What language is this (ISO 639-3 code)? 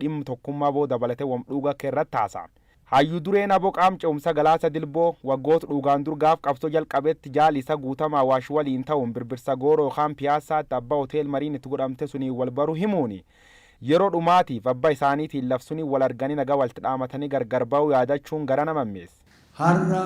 orm